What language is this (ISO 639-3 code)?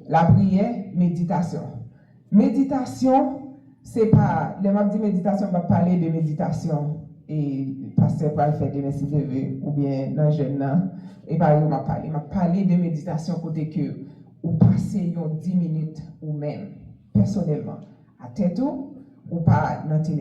hat